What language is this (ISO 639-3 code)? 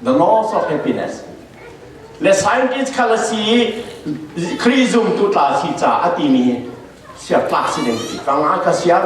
cfm